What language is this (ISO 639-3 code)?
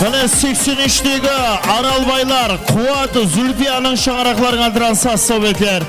kaa